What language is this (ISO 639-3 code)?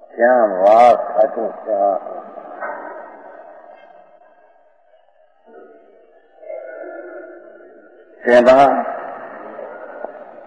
guj